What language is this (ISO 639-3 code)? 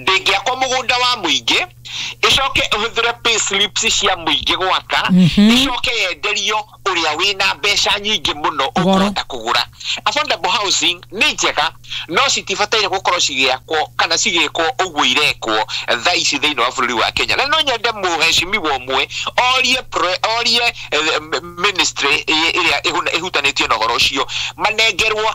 kik